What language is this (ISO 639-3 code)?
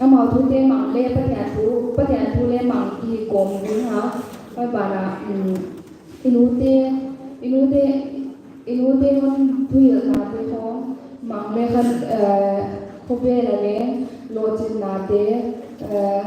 pck